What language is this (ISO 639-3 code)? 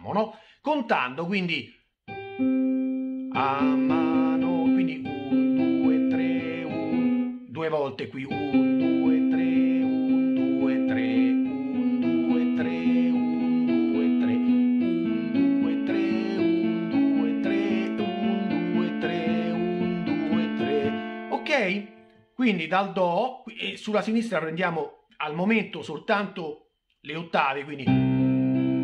ita